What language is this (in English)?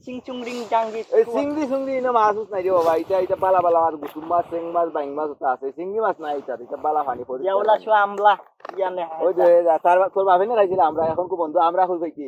Sylheti